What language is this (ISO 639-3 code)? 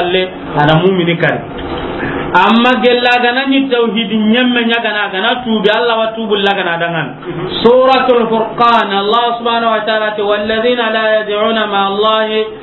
snk